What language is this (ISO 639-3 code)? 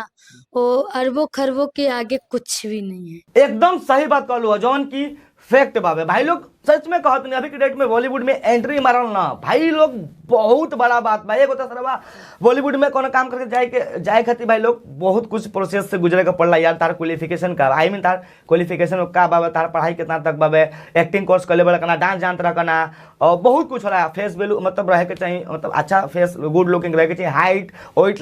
bho